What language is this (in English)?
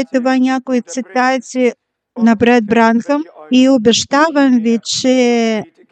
Bulgarian